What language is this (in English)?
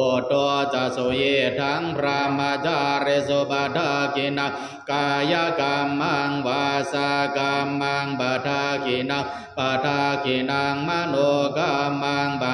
Pali